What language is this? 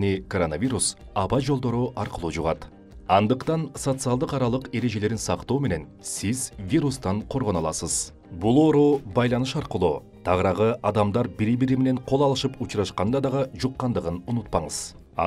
Kyrgyz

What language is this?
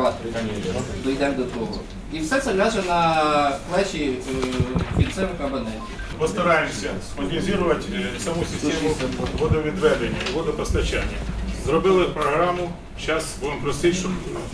Ukrainian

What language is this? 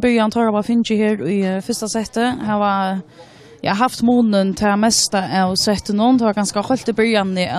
Faroese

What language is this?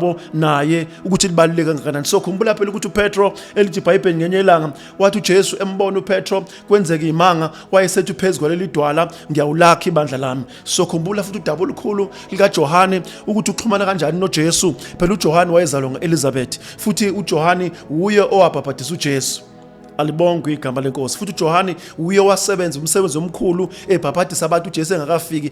Zulu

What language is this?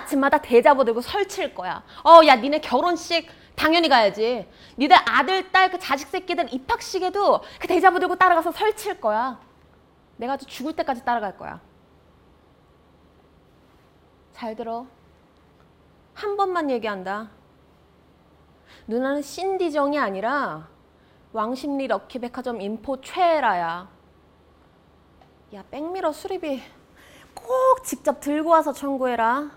Korean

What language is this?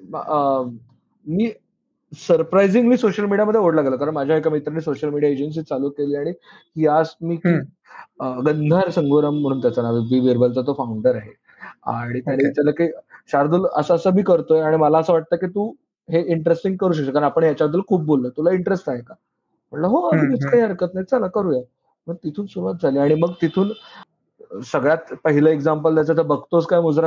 Marathi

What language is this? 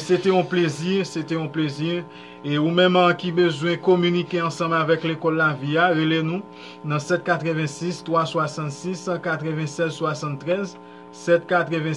Haitian Creole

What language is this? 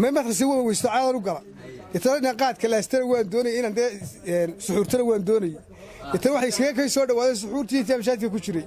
Somali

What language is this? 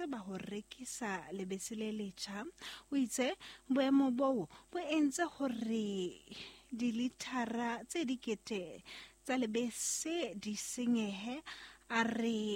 Southern Sotho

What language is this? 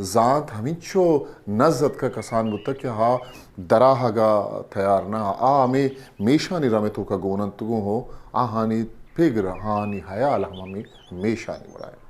Eastern Balochi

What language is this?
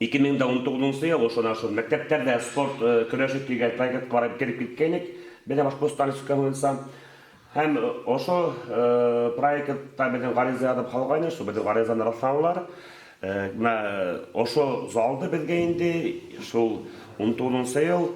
Bashkir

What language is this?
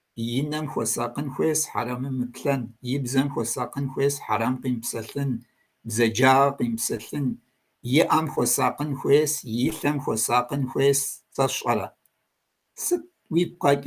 Kabardian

